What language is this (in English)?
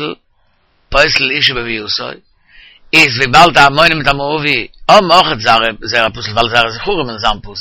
Yiddish